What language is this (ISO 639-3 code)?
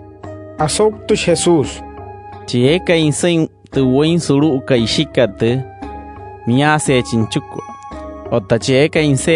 guc